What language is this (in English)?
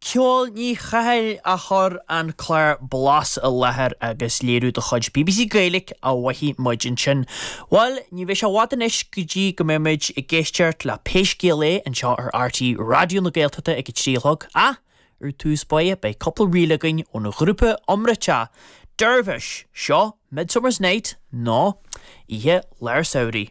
Irish